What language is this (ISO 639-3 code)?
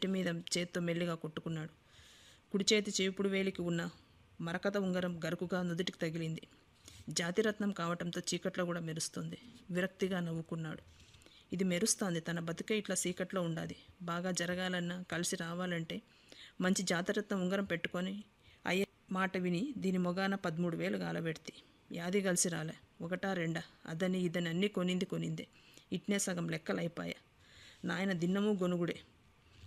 tel